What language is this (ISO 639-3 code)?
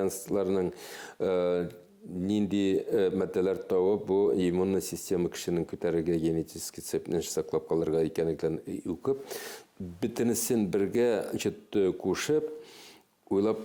tat